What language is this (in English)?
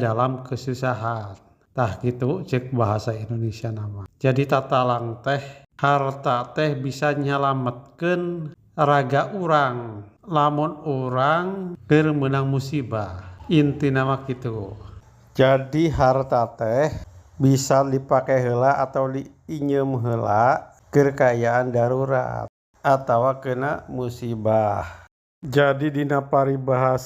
Sundanese